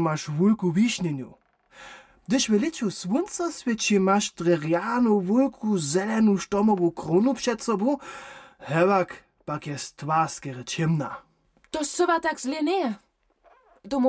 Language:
Upper Sorbian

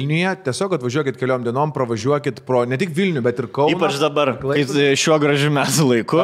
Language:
Lithuanian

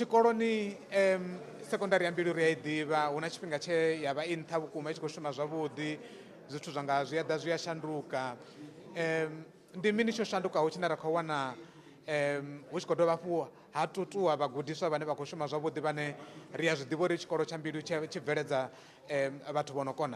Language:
Venda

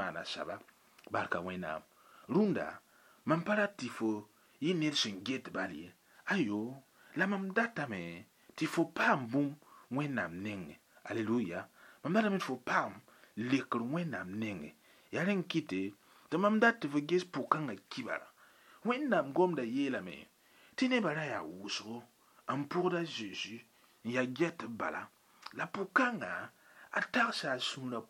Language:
Mossi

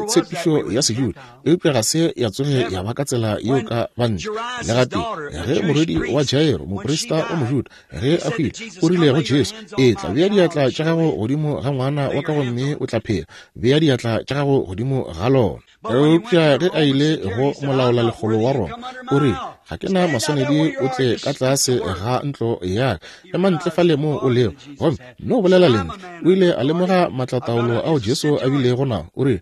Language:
Northern Sotho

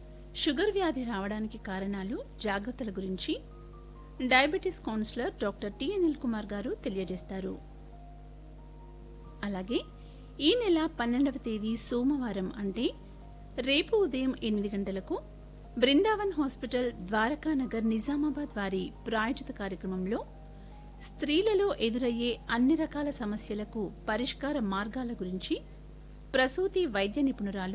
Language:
Telugu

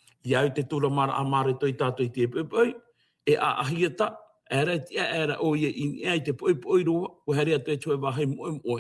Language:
Tahitian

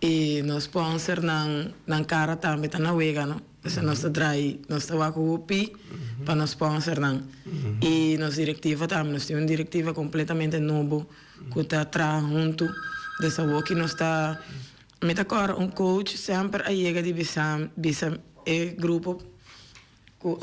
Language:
Papiamento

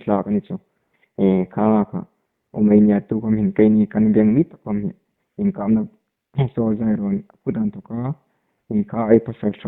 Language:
Hmar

